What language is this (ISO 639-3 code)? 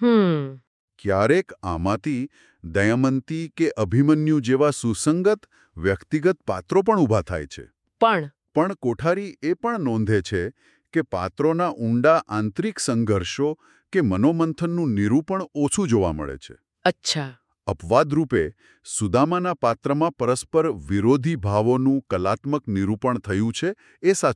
guj